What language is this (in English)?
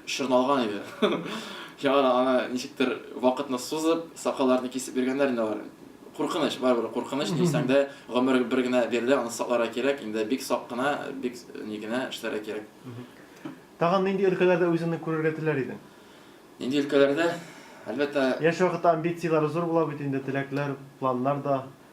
Tatar